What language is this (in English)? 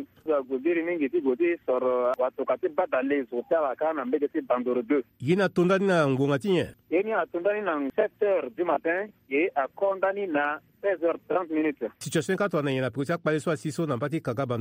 Sango